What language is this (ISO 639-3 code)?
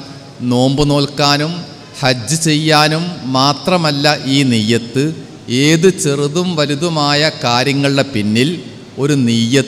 mal